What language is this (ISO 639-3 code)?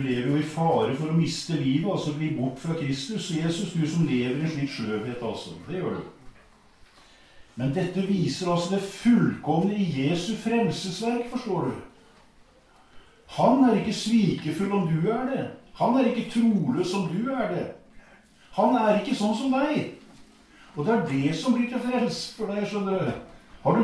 nor